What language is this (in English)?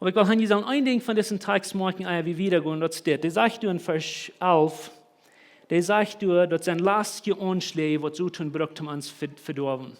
Plautdietsch